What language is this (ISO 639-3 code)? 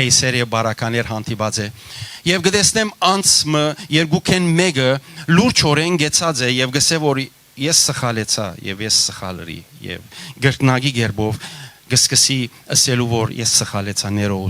hyw